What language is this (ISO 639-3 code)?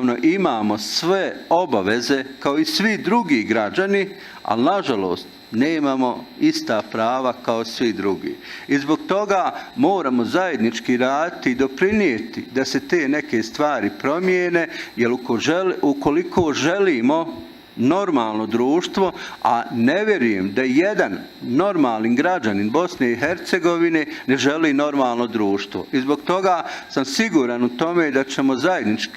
bos